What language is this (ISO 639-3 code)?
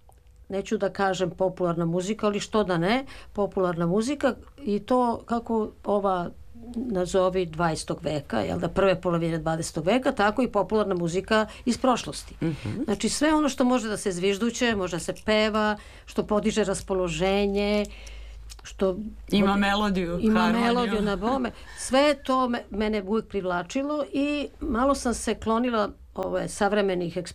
srp